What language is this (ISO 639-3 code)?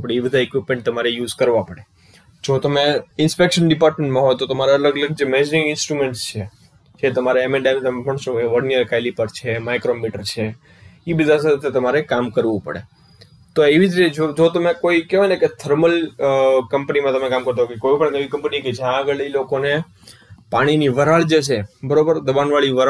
guj